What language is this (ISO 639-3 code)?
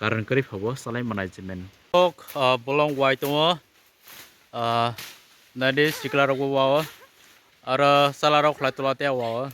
trp